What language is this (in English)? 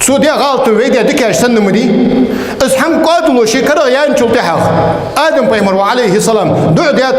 Ingush